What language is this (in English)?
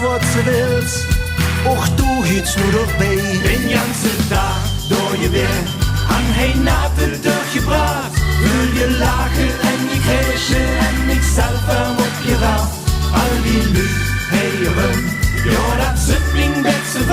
Limburgish